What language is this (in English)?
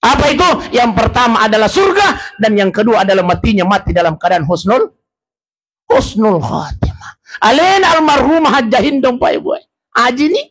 Buginese